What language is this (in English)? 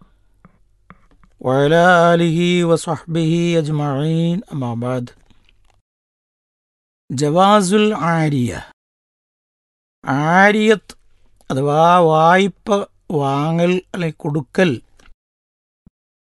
Malayalam